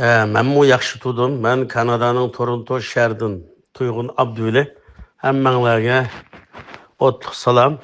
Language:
Uyghur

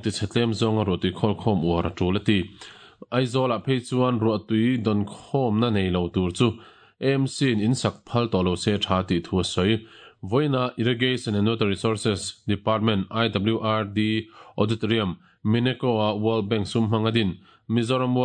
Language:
Mizo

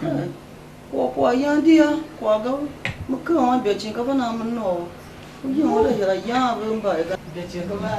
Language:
Tiv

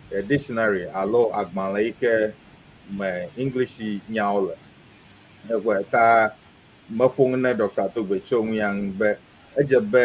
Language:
Ewe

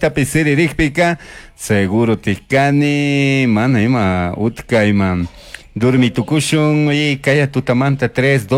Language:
Chimborazo Highland Quichua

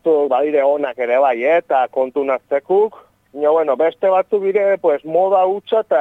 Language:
Basque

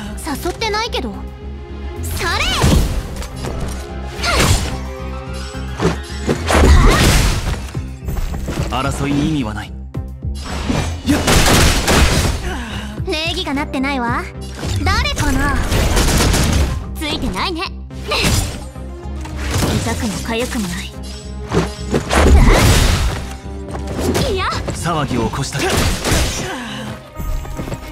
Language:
Japanese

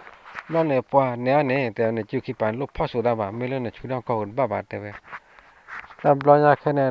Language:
S'gaw Karen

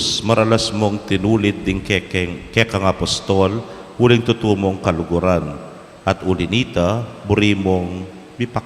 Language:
Pampanga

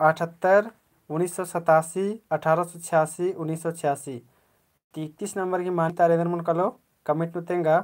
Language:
Kurukh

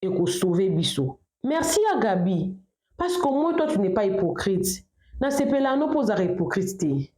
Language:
Lingala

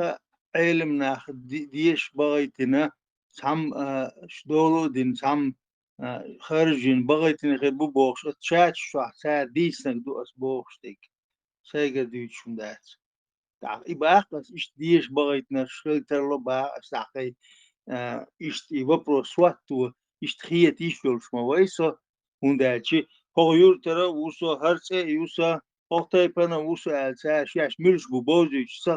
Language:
Chechen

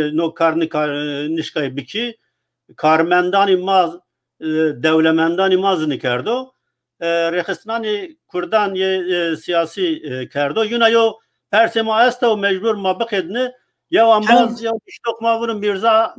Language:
Zaza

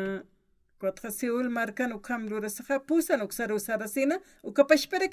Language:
Aymara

